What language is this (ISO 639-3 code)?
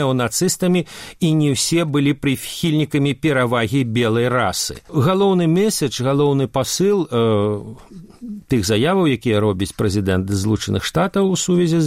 bel